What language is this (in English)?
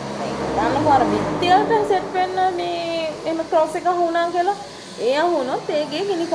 Sinhala